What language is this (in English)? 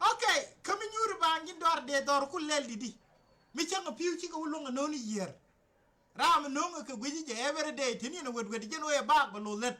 Nuer